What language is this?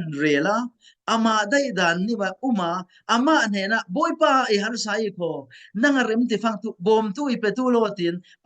Falam Chin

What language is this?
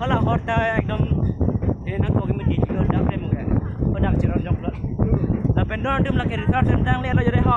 Karbi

